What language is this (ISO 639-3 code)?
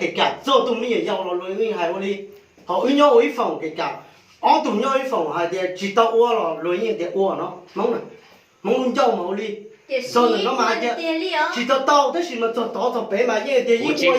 hmn